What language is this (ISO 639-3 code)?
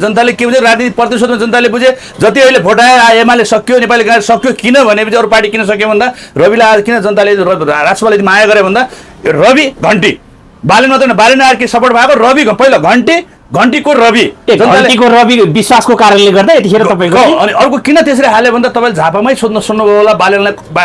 nep